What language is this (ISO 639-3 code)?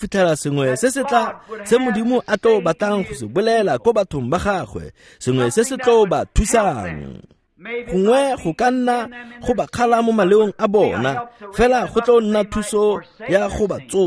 tsn